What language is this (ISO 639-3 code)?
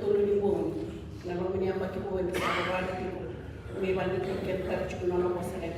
fij